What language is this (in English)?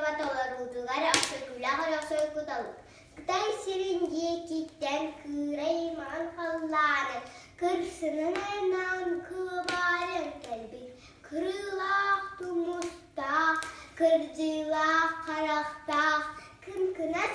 Yakut